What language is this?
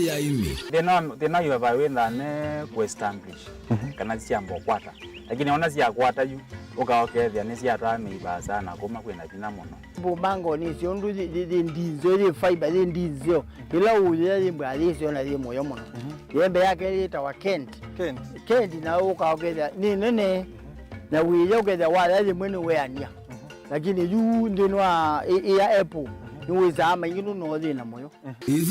Kamba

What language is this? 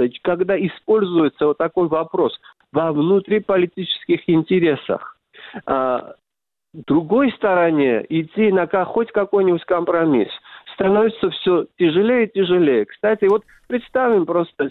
Russian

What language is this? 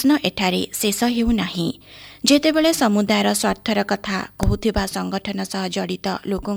Odia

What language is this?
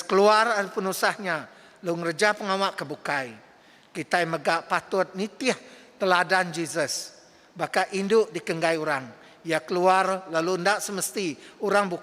Iban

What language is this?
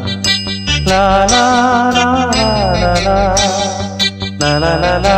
Tamil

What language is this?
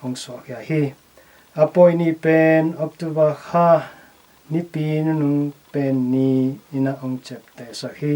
Tedim Chin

